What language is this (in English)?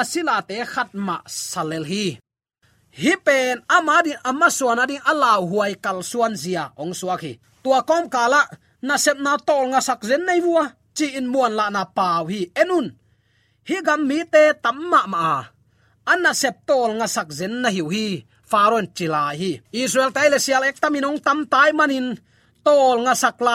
Tedim Chin